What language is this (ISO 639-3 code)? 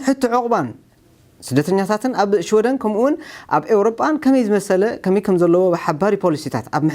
tir